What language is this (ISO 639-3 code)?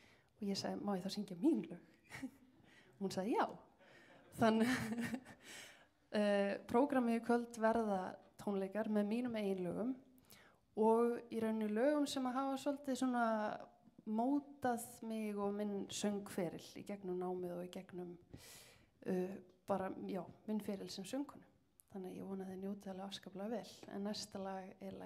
isl